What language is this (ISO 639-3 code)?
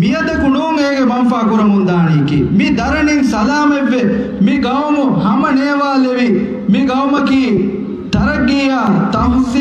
div